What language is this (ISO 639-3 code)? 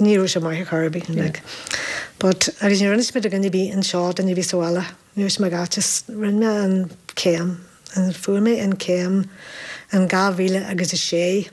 gle